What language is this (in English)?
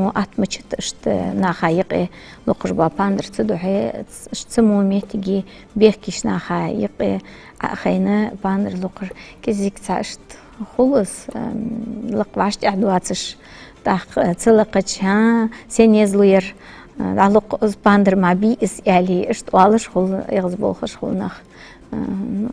Ingush